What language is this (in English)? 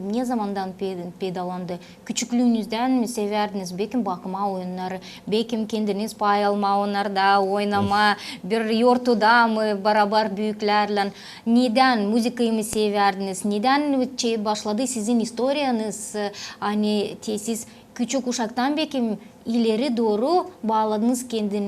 Gagauz